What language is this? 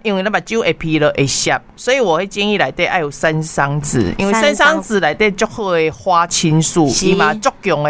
Min Nan Chinese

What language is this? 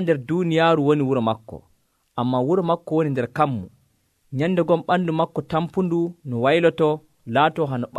Nigerian Fulfulde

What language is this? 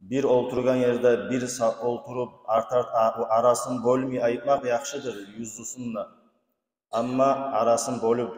Kumyk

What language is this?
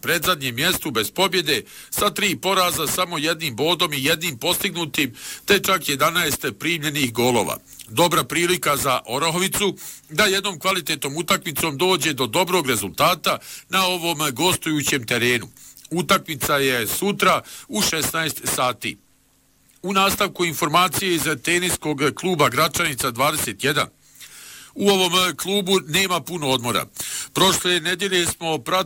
Bosnian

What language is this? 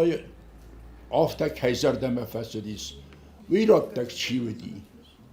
Ossetic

